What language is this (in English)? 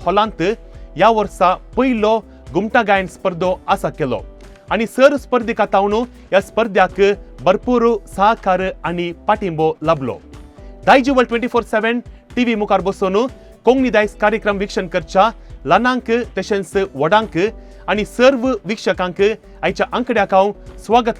Konkani